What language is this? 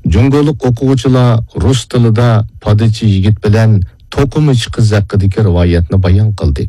Uyghur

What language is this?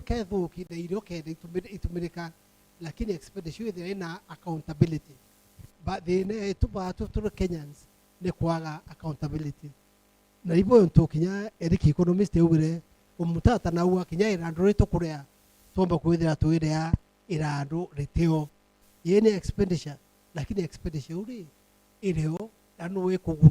Meru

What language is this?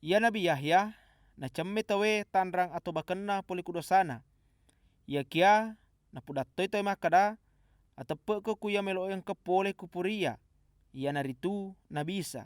Buginese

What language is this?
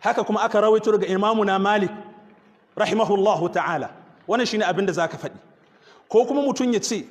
Hausa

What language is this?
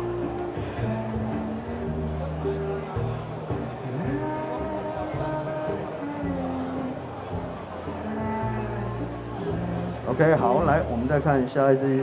Chinese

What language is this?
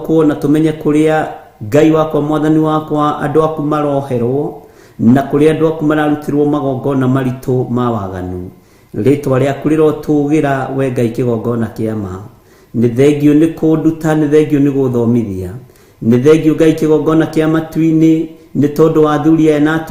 Kikuyu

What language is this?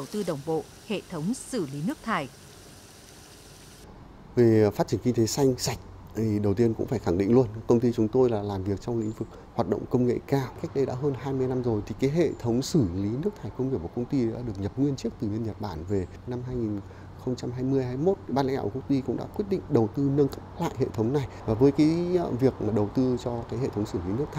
Vietnamese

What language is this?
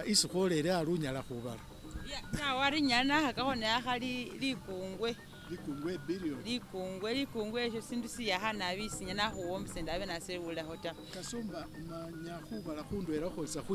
Masaaba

